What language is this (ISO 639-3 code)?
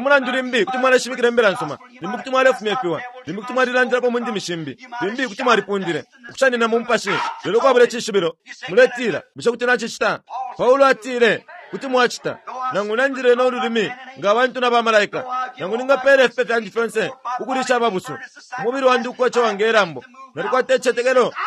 bem